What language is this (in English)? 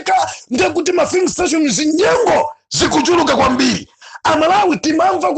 Nyanja